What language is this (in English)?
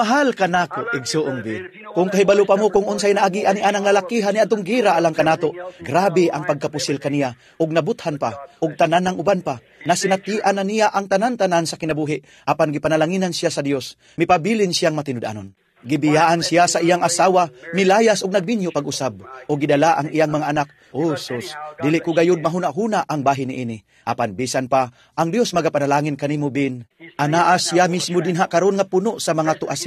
Cebuano